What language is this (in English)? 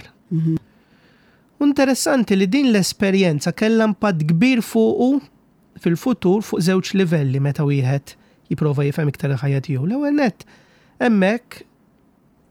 Maltese